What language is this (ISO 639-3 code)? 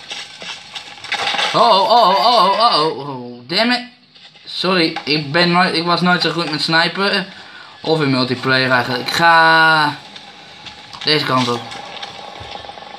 nld